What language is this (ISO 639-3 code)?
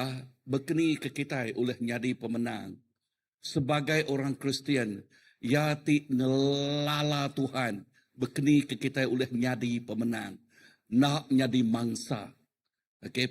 iba